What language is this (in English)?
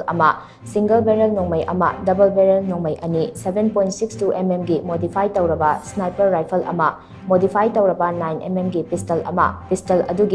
Manipuri